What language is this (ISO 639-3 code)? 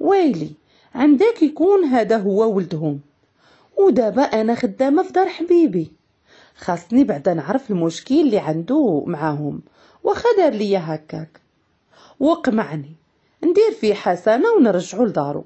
ary